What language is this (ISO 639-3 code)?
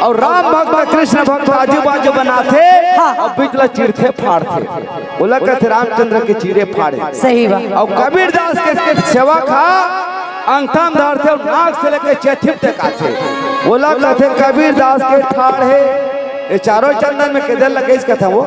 hne